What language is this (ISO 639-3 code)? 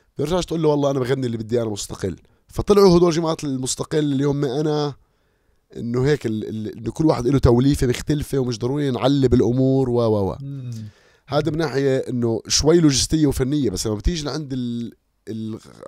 apc